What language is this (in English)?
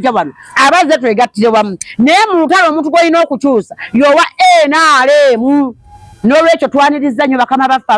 Ganda